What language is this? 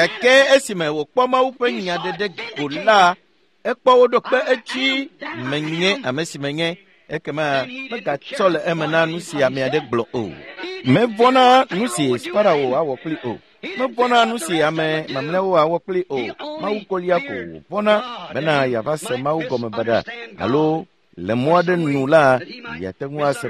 Ewe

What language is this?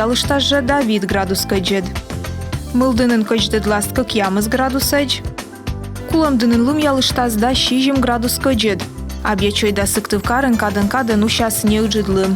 Komi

